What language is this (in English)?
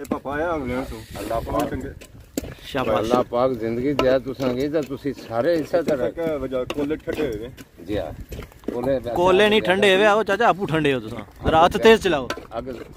Pahari-Potwari